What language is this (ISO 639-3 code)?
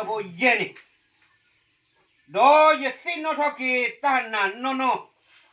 ksw